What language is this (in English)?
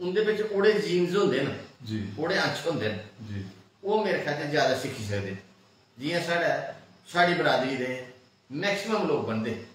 Dogri